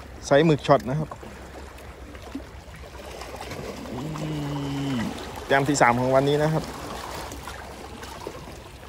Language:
Thai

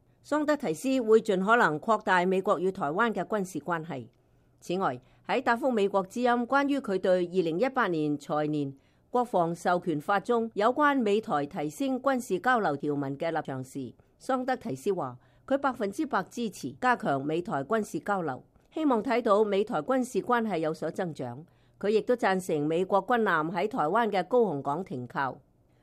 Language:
Cantonese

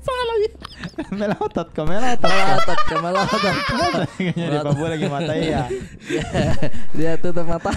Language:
Makassar Malay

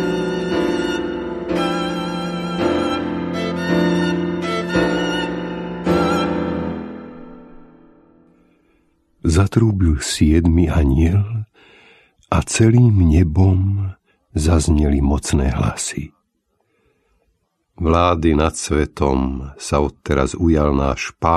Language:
Slovak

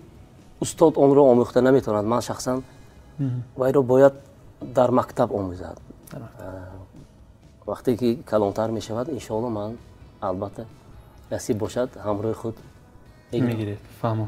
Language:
Tajik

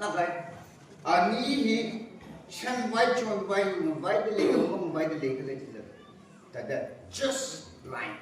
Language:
Tangkhul Naga (India)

